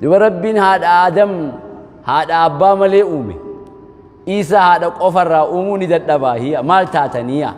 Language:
Oromo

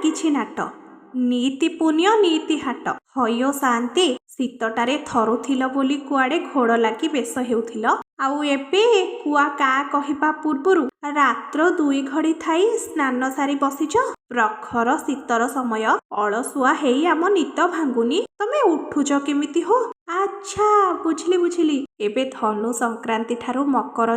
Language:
Odia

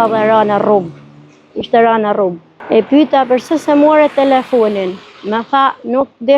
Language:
Albanian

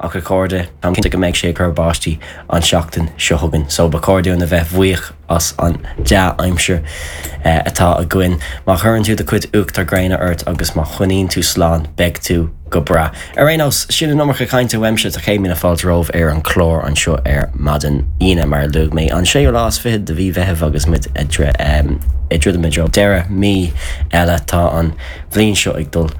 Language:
Irish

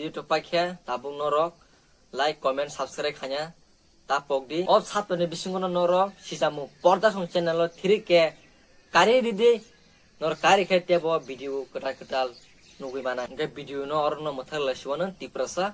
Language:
Kok Borok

